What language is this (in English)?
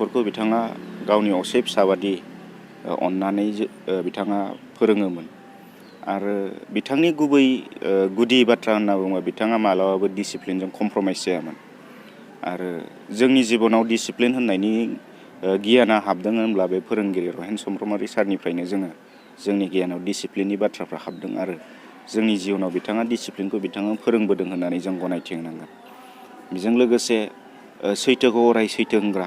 Bodo